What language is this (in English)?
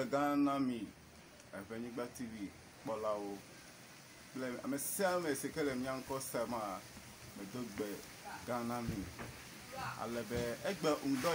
Ewe